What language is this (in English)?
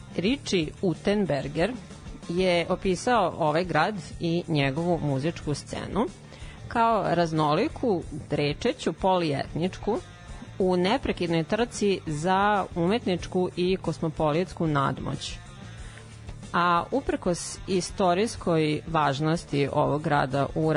Serbian